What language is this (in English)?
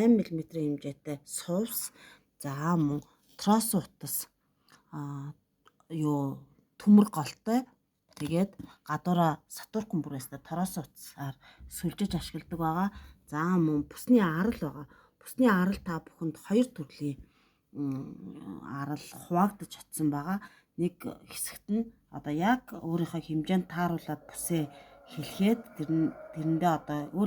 Mongolian